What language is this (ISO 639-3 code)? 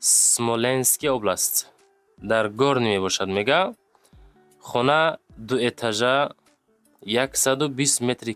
tgk